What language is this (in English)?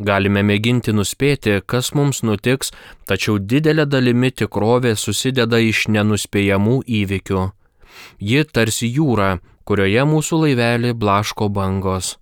Lithuanian